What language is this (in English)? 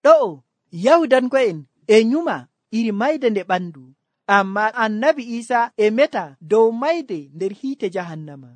Nigerian Fulfulde